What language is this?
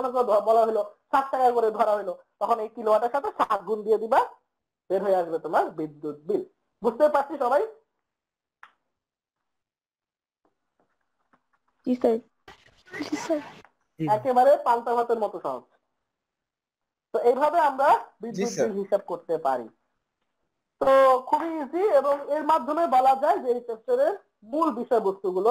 Bangla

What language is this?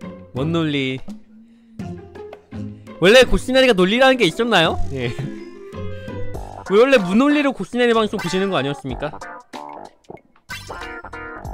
Korean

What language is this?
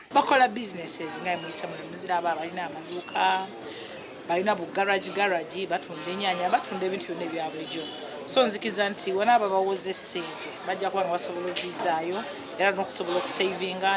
Nyankole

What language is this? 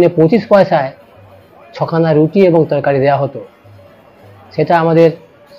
Bangla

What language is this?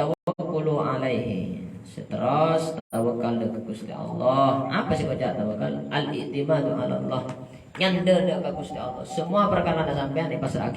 Madurese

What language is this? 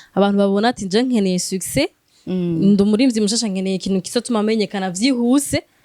Rundi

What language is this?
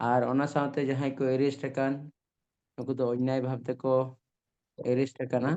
Santali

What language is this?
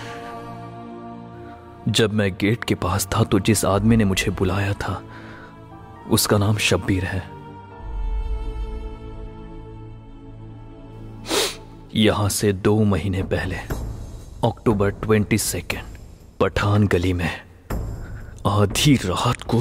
Hindi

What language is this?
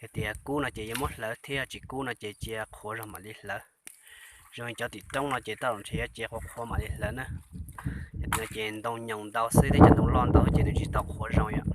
Hmong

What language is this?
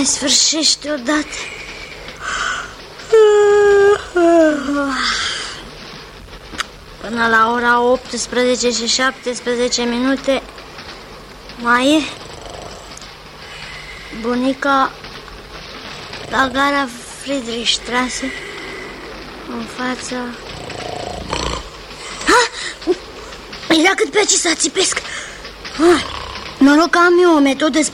Romanian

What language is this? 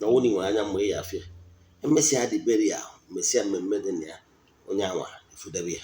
Igbo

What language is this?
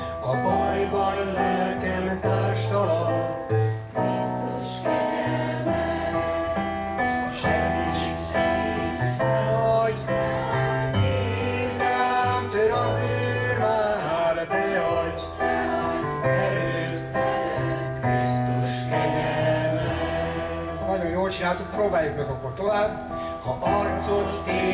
Hungarian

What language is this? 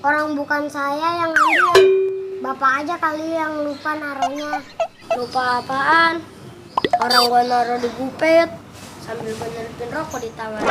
Betawi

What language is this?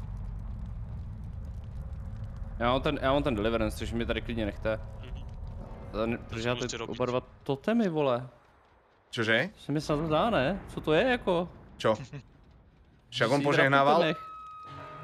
Czech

